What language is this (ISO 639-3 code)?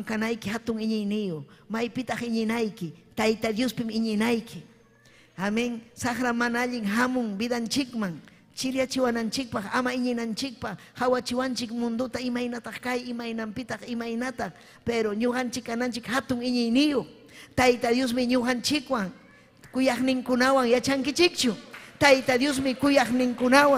quy